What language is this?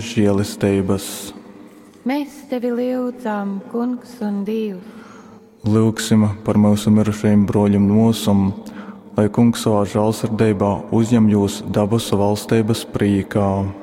Latgalian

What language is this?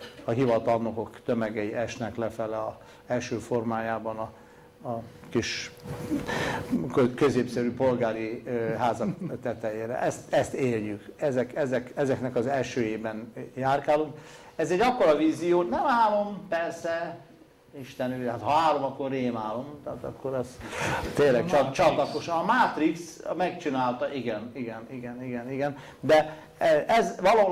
Hungarian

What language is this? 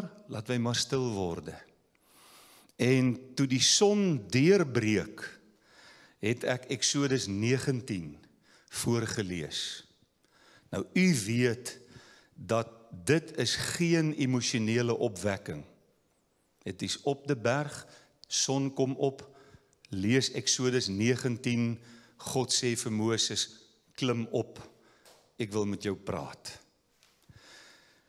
Afrikaans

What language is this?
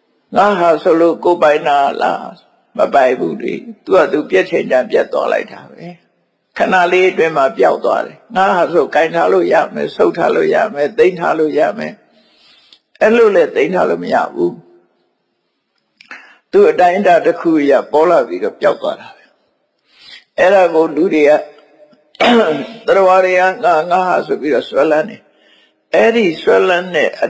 Burmese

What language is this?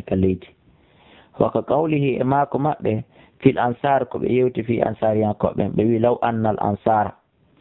Fula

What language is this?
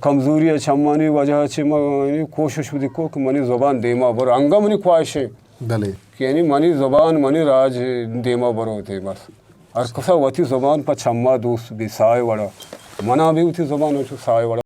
Eastern Balochi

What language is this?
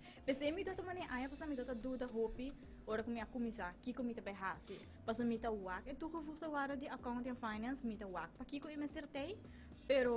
Papiamento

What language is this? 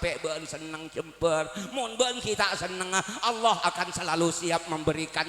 Madurese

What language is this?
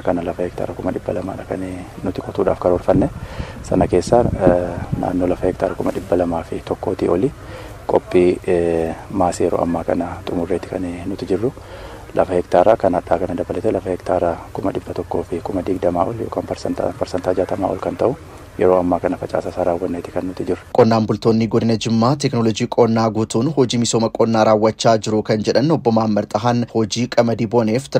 Oromo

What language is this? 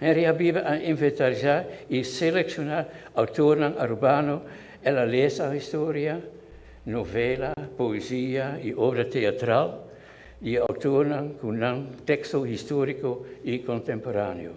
Papiamento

